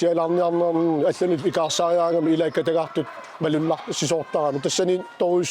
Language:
Kalaallisut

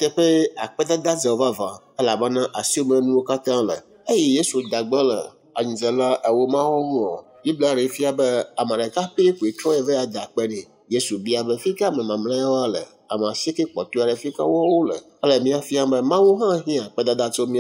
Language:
Ewe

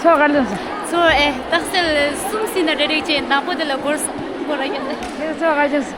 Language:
Tibetan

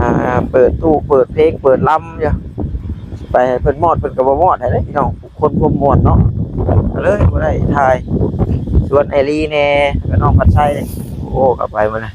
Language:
Northeastern Thai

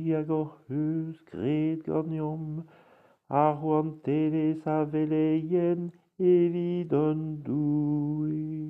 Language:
Breton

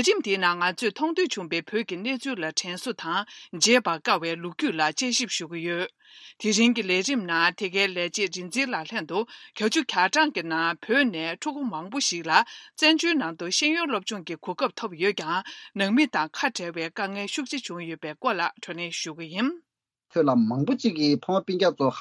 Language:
Tibetan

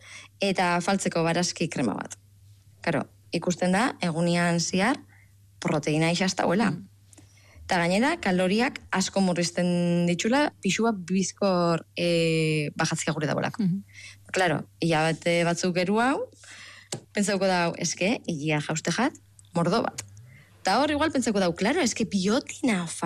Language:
Basque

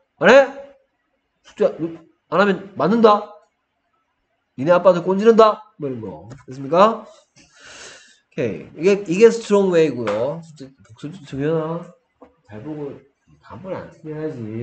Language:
Korean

